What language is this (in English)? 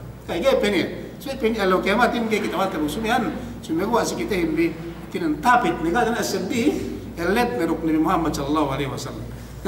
Yakan